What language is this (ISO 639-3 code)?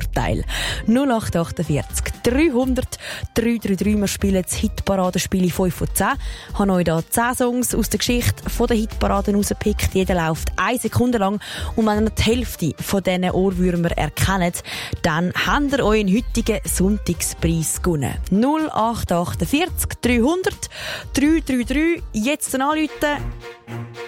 deu